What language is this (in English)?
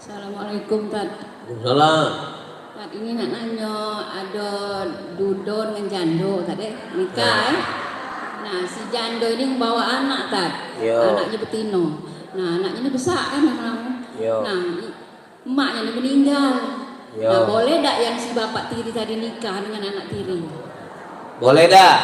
Musi